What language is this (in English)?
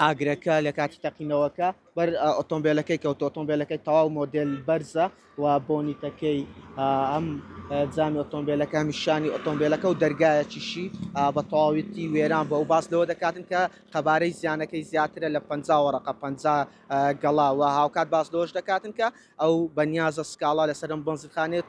Central Kurdish